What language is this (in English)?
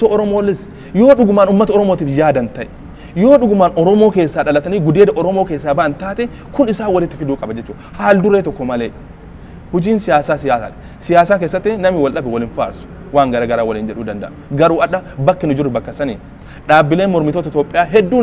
Oromo